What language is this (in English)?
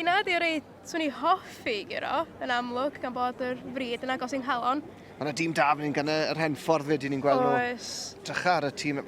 Welsh